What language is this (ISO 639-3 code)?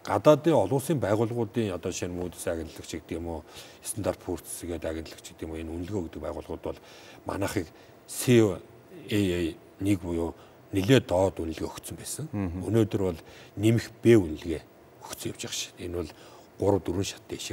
mon